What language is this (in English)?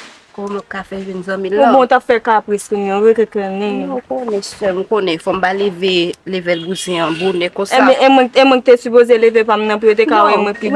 Haitian Creole